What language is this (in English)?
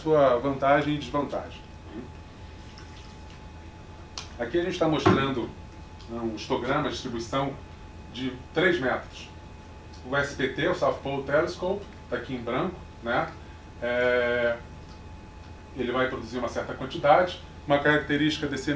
Portuguese